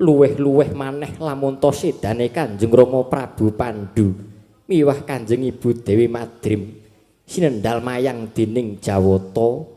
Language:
Javanese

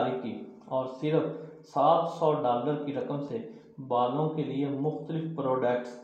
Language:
Urdu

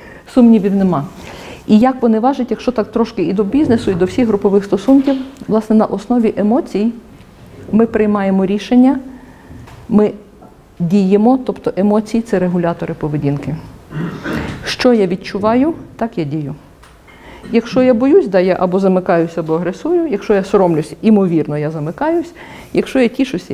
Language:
Ukrainian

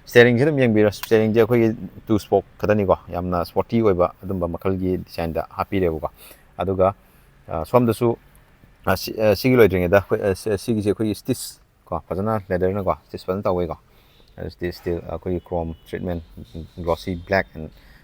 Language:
Manipuri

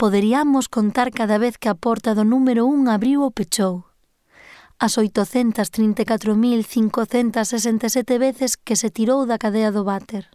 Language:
Galician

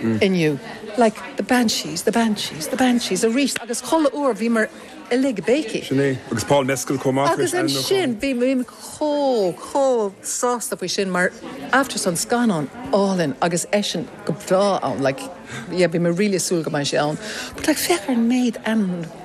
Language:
Irish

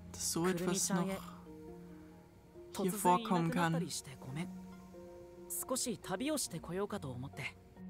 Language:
German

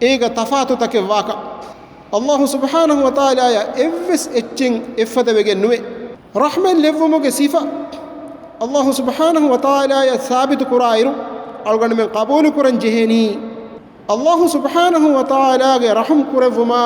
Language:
Divehi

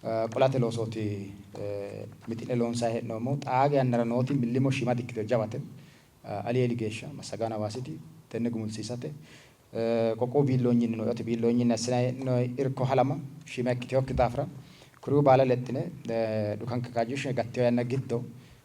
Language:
Sidamo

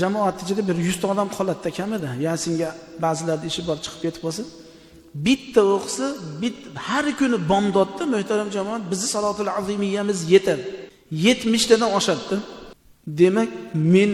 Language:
Uzbek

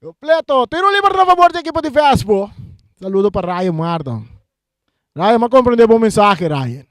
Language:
Papiamento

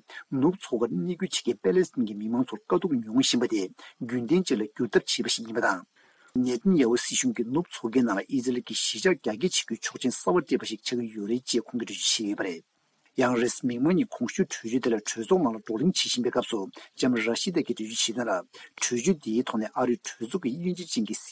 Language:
Tibetan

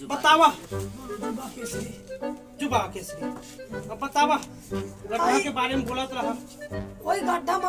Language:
Chhattisgarhi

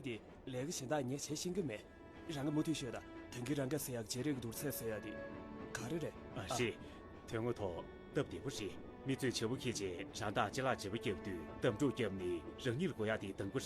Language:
Tibetan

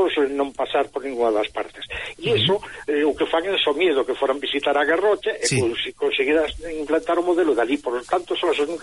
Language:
Galician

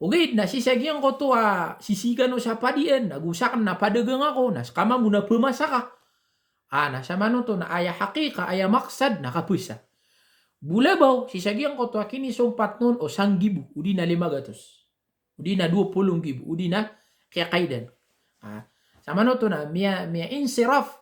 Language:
Maranao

